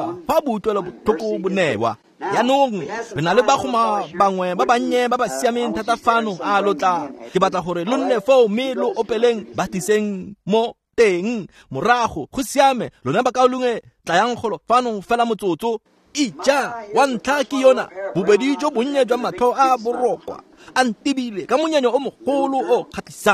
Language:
Tswana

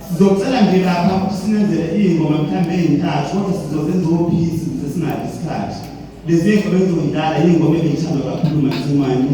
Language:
Zulu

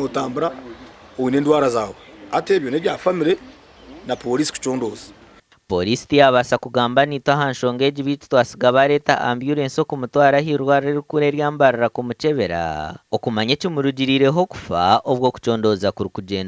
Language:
Nyankole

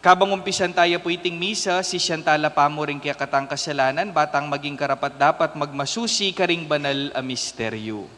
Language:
Pampanga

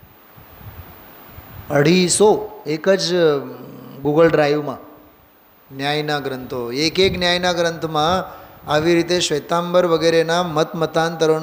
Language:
Gujarati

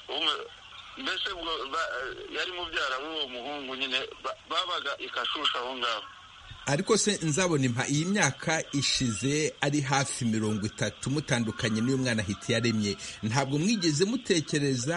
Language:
Kinyarwanda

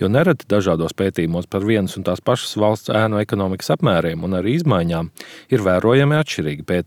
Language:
Latvian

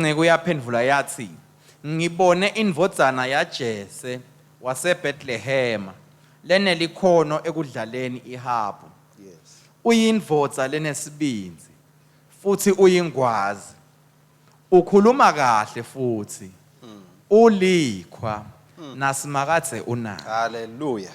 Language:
Swati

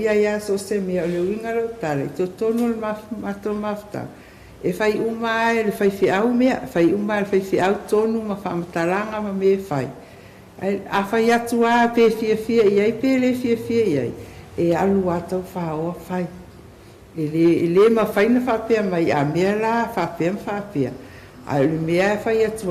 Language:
Samoan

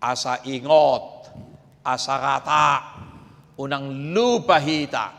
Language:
Batak Toba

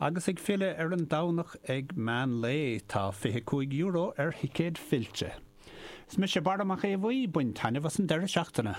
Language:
Irish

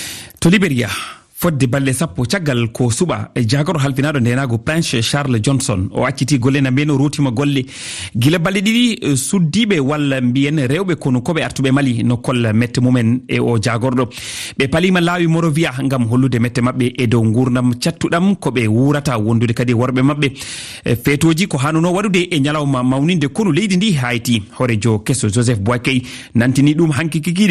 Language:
Fula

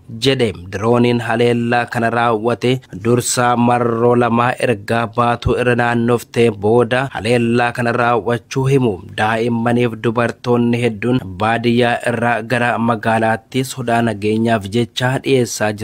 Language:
Oromo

